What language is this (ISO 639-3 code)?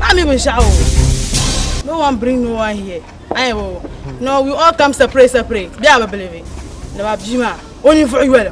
dag